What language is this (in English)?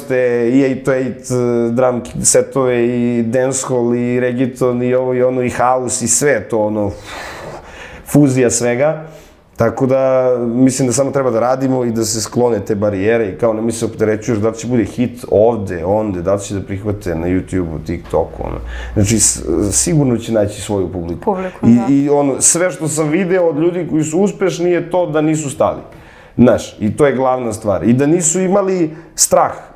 Serbian